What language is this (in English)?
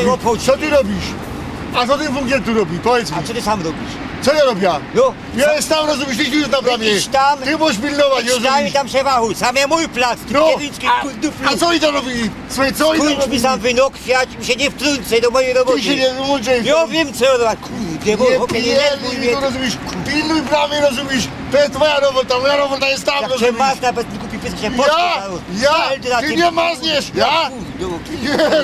Silesian